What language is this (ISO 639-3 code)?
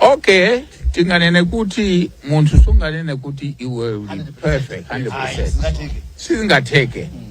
nya